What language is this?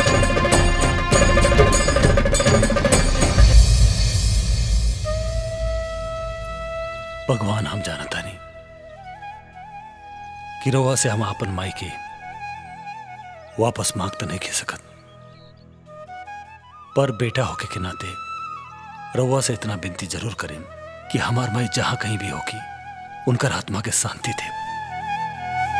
Bhojpuri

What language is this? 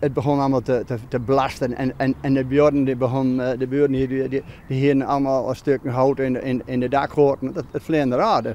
Western Frisian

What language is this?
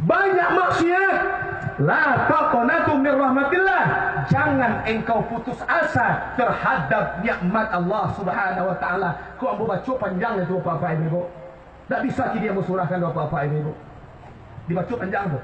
Minangkabau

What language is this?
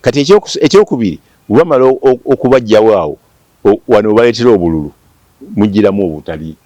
Ganda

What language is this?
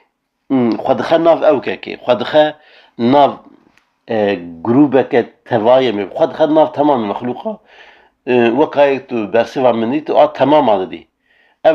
Kurdish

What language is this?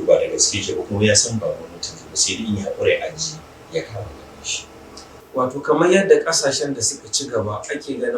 Hausa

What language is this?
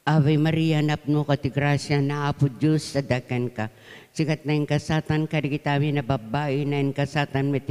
Iloko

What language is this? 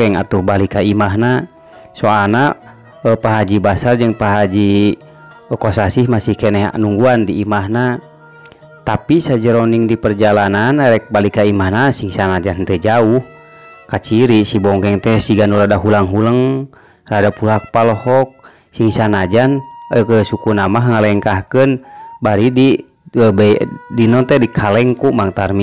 Sundanese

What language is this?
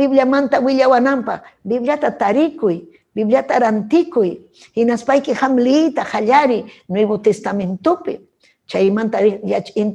Ayacucho Quechua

